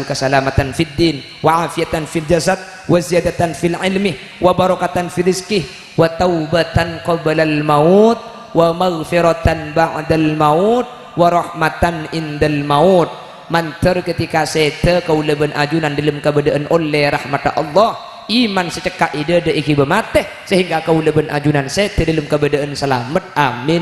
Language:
Madurese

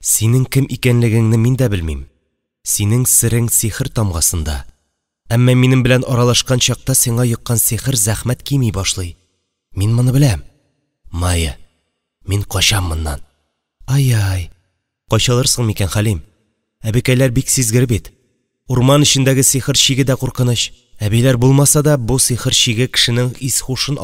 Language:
Tatar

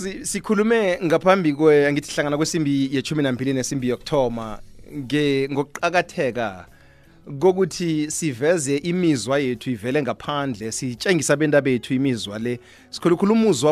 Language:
South Ndebele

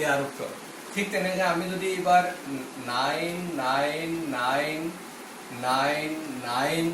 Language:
Assamese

